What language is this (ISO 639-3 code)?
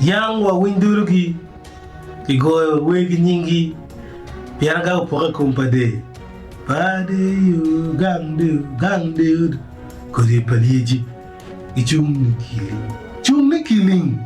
ach